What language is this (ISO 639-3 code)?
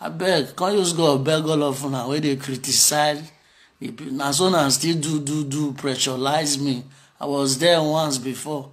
pcm